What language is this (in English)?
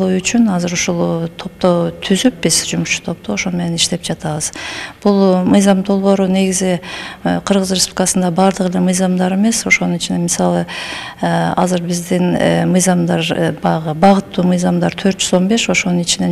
Kyrgyz